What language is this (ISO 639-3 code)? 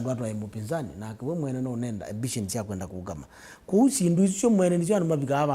kam